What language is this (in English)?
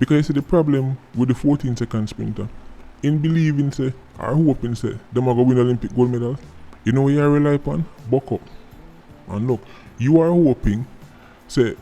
Jamaican Creole English